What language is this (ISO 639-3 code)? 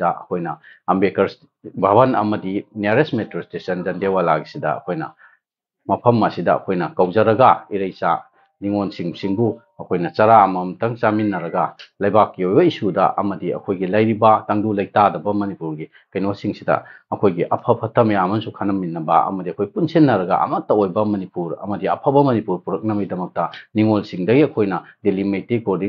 mni